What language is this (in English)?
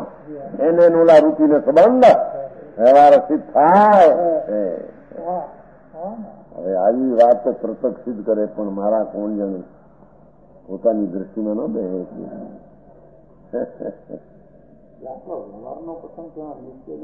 Gujarati